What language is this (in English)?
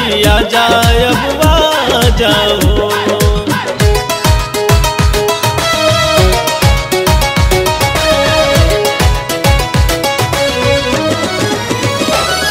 Bhojpuri